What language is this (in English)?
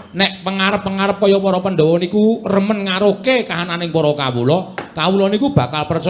Javanese